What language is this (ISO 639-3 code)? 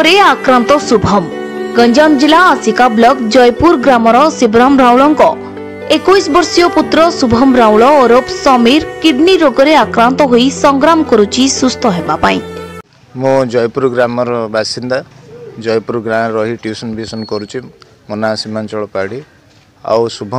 ori